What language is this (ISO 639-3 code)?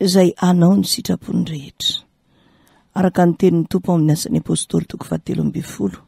mlg